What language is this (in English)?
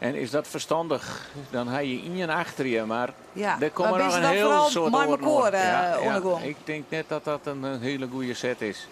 Western Frisian